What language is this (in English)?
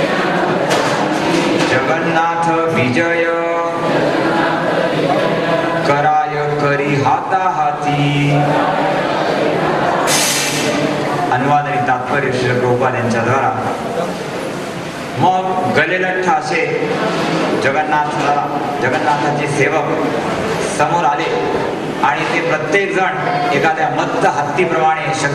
Marathi